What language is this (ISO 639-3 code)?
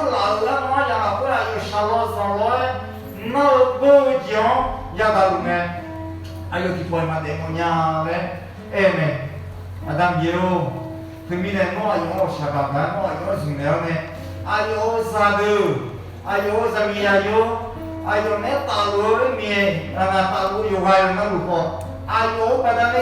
ahk